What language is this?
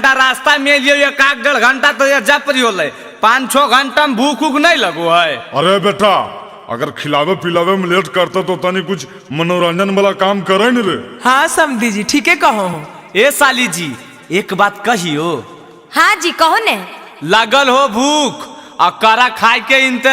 Magahi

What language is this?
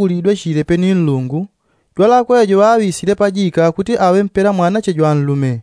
Yao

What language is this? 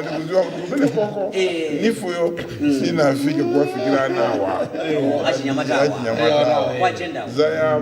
Nyanja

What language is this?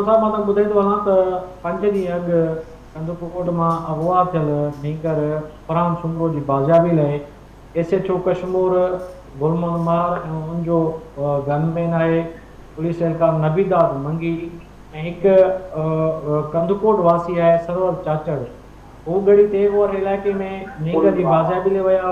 Sindhi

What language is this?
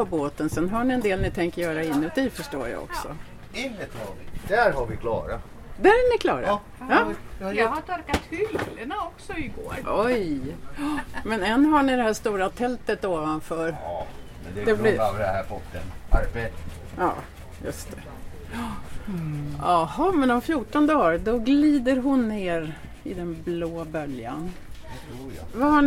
Swedish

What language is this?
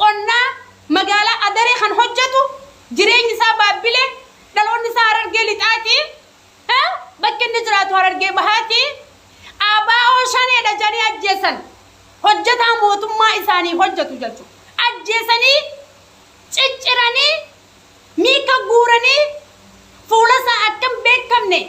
Oromo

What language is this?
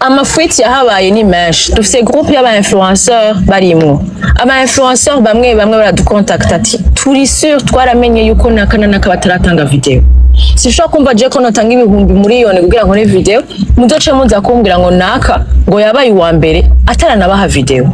Rundi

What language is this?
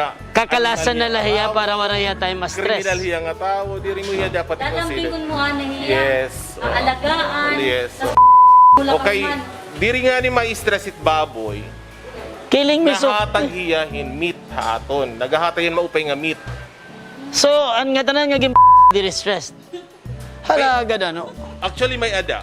Waray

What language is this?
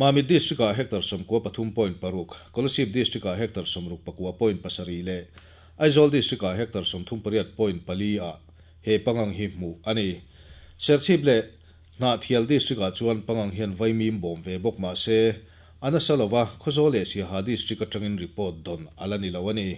Mizo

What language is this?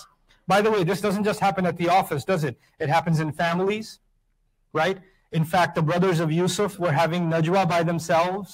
English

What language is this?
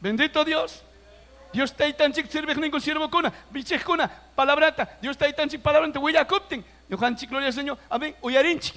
Ayacucho Quechua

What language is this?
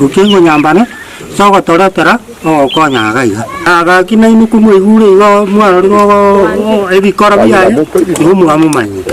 Gusii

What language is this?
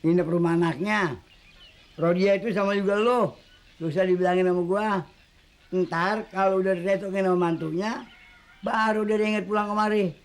Betawi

